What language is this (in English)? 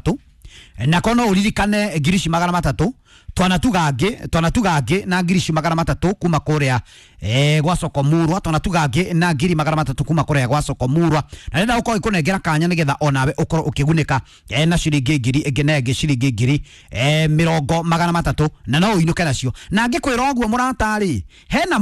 Kikuyu